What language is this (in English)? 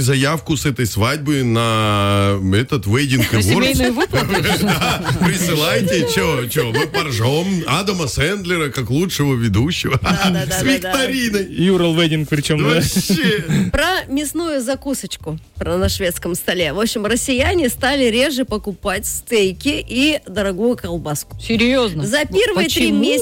Russian